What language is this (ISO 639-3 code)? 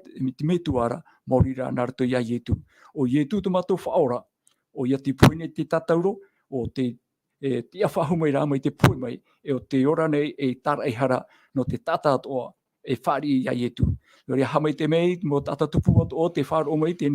tah